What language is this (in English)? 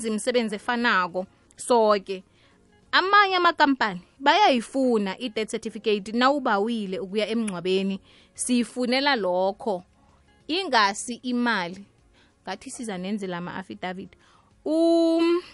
South Ndebele